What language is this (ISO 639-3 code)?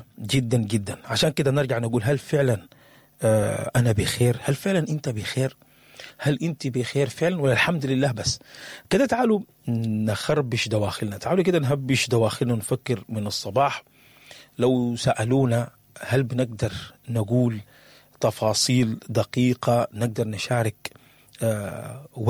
apd